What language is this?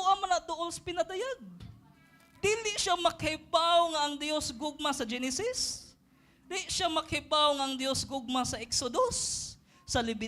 Cebuano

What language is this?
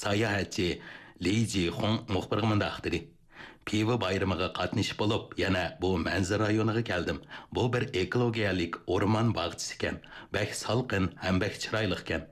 Uyghur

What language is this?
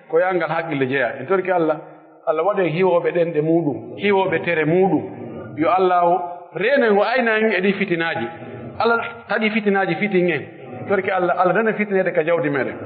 Pular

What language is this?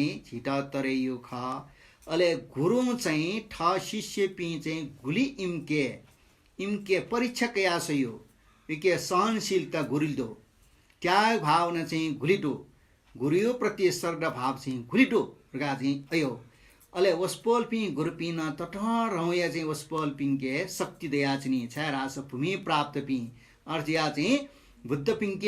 Newari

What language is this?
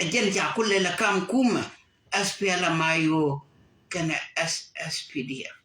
Nuer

